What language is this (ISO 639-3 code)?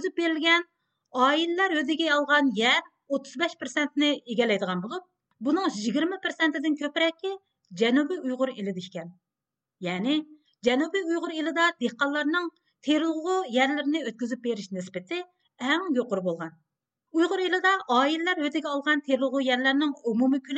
uig